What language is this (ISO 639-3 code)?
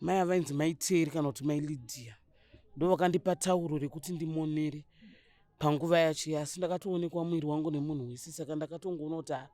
sna